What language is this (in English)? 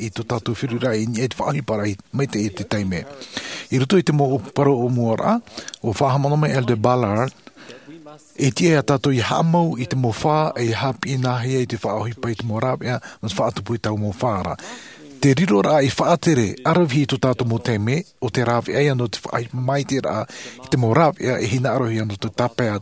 Latvian